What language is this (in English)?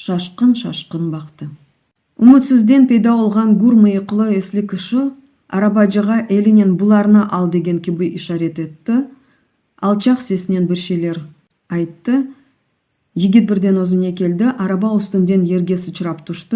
Crimean Tatar